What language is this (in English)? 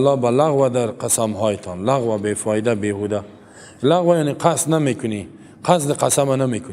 Persian